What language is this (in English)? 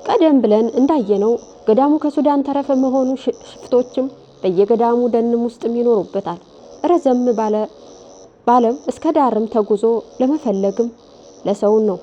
Amharic